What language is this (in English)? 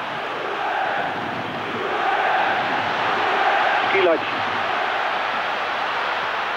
Dutch